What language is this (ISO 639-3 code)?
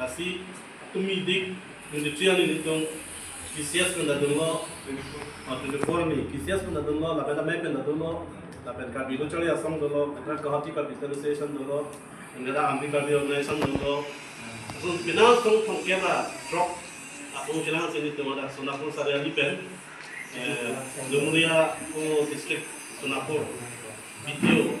mjw